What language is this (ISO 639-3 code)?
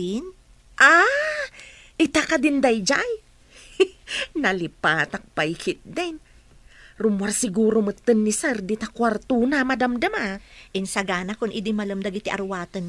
ilo